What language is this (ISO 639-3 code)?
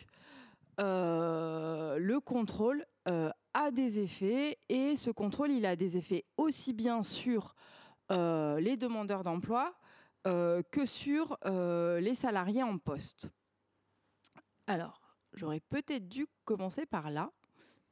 fra